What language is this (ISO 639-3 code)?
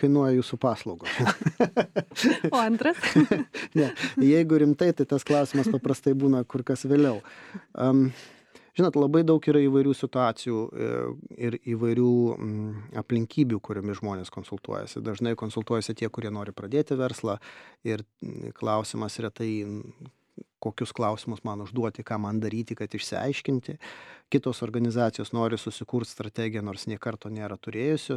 lit